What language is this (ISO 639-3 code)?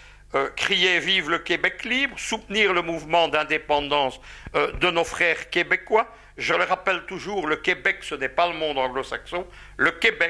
fra